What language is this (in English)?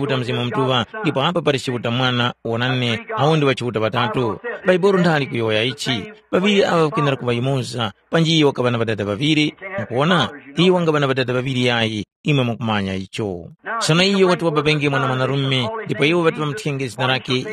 Tumbuka